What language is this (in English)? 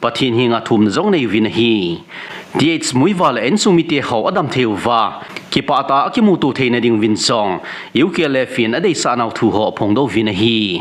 Thado Chin